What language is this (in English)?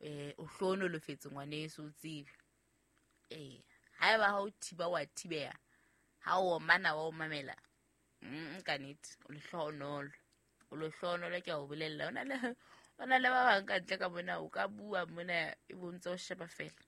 Southern Sotho